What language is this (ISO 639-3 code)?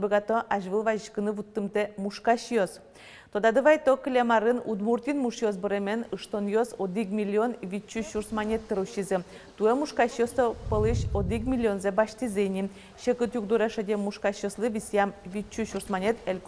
udm